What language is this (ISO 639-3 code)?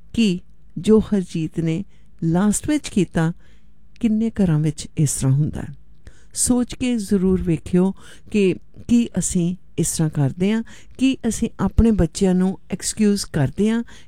pan